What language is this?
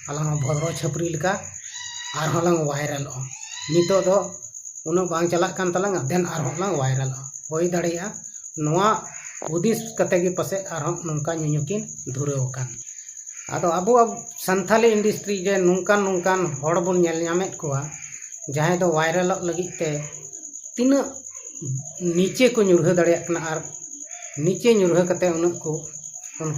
Santali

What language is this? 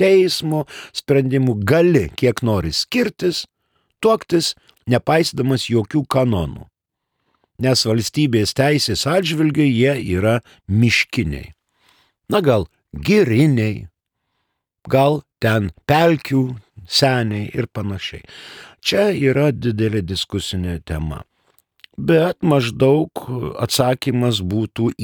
Lithuanian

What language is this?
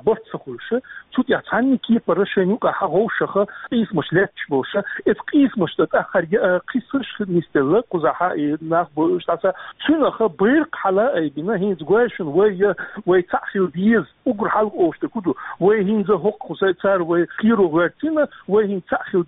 Chechen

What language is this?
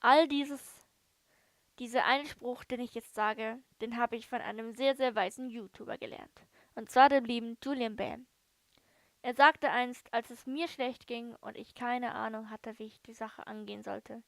Swiss German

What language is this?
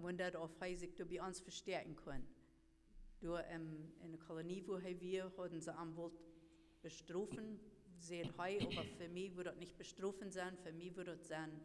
Plautdietsch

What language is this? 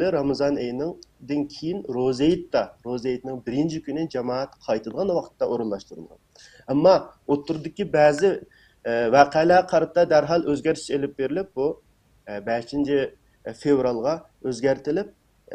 Uyghur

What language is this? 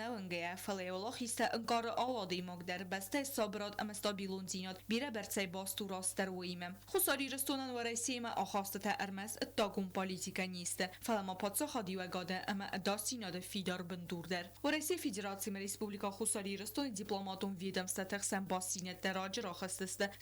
Ossetic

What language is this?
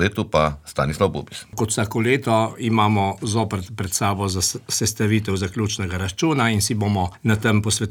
Slovenian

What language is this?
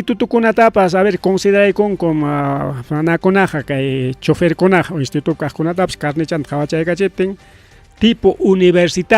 Ayacucho Quechua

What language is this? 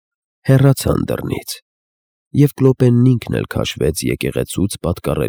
Armenian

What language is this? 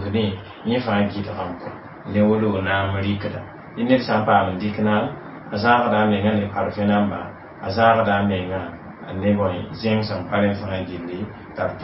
Mossi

